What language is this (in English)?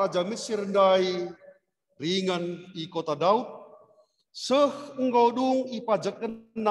Batak Karo